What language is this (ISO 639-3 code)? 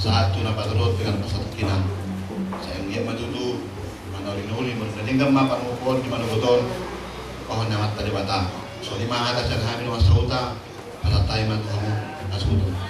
bbc